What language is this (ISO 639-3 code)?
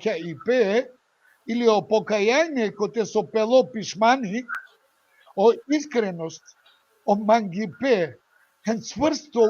rmn